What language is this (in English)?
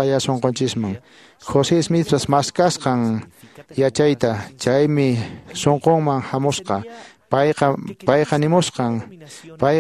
Quechua